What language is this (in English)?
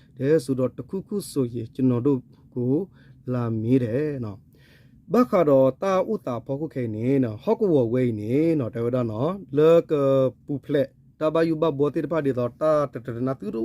S'gaw Karen